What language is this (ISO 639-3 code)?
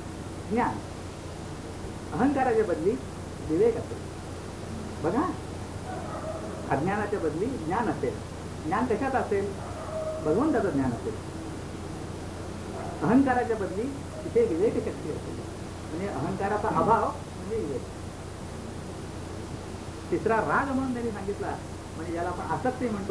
mar